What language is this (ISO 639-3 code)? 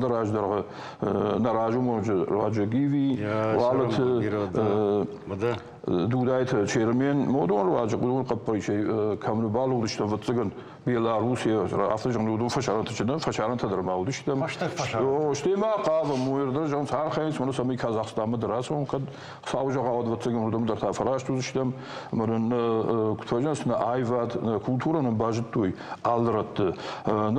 oss